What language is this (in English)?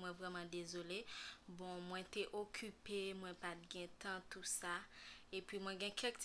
Haitian Creole